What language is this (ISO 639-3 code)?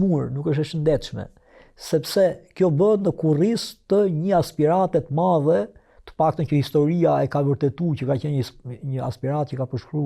sqi